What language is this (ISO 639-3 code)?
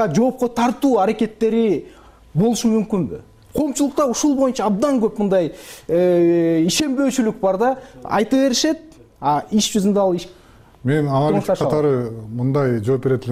kir